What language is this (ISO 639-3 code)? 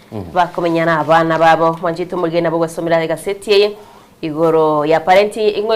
guz